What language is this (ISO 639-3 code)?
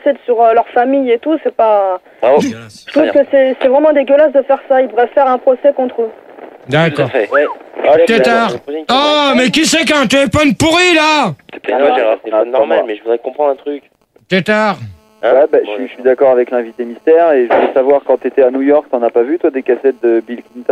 fra